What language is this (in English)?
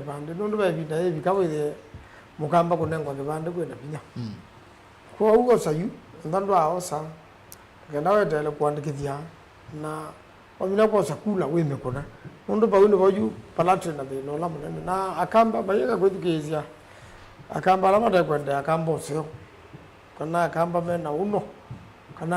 Kamba